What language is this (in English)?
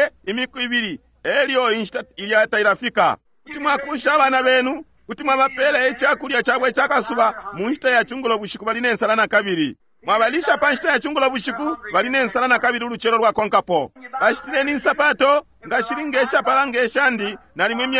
Bemba